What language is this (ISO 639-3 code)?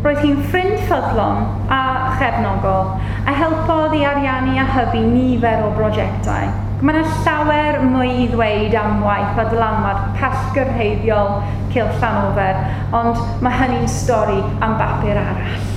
cym